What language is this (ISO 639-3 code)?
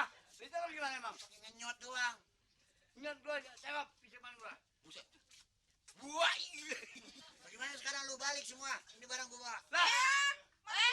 bew